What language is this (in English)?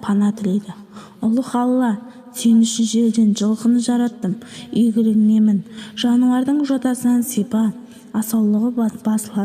Kazakh